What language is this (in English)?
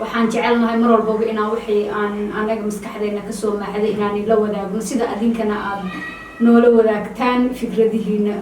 Somali